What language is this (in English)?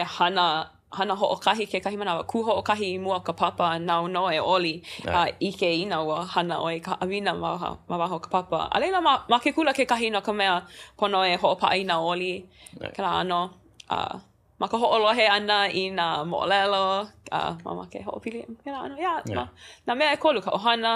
Hawaiian